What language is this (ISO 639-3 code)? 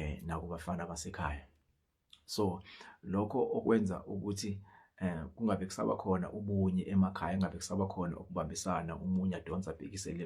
zul